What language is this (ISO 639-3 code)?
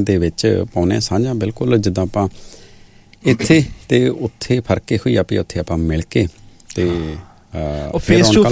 pan